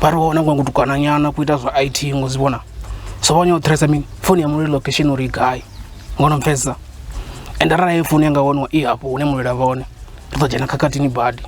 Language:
Venda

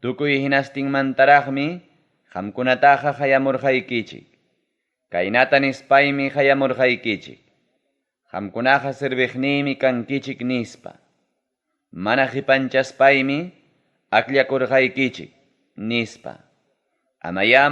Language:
Ayacucho Quechua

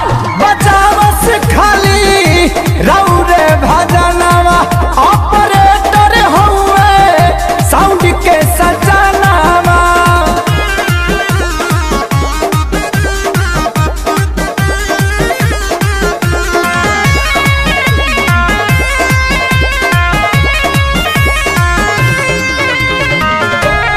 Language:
Bhojpuri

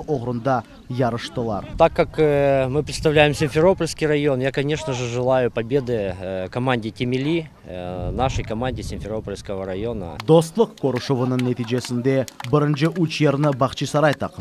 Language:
Crimean Tatar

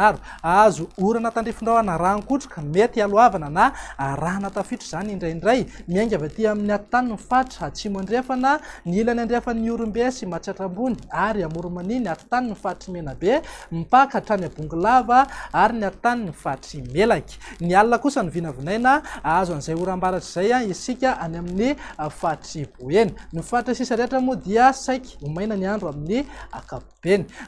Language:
Malagasy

